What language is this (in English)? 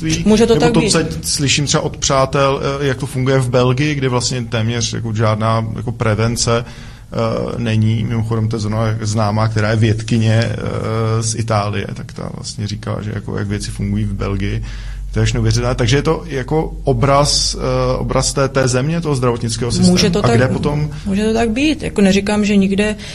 Czech